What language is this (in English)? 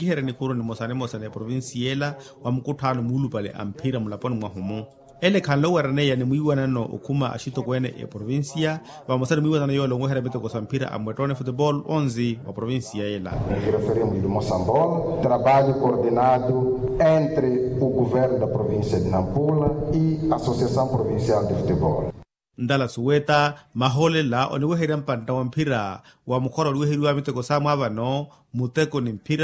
Makhuwa